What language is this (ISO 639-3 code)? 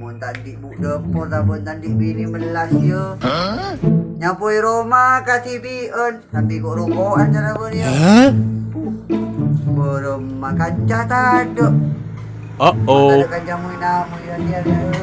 mad